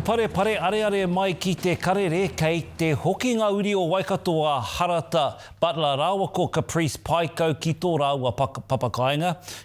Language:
Māori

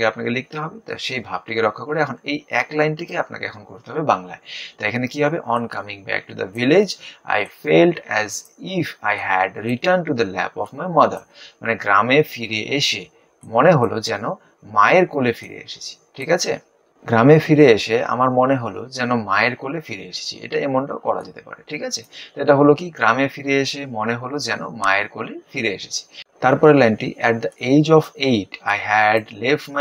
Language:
Bangla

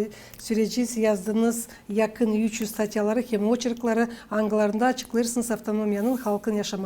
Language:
Gagauz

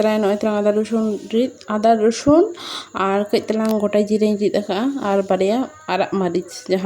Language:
Santali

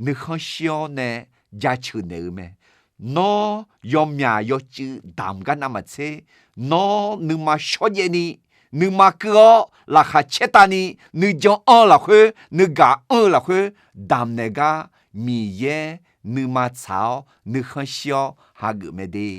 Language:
Akha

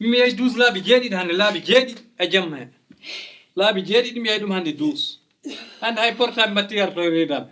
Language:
Fula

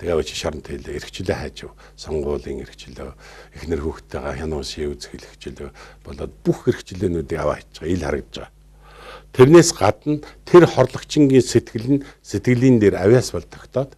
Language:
Mongolian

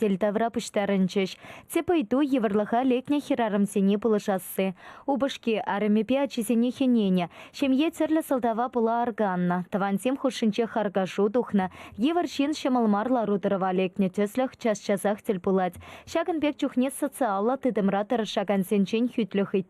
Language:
Chuvash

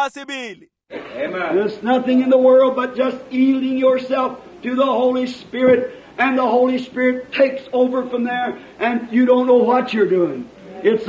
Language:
Tswana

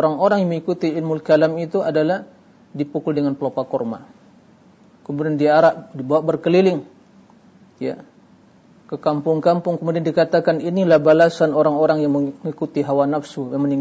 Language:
Indonesian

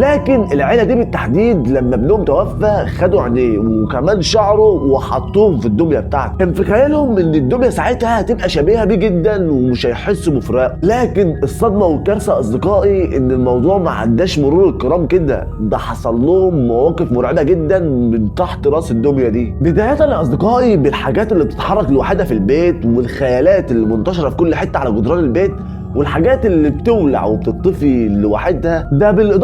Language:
Egyptian Arabic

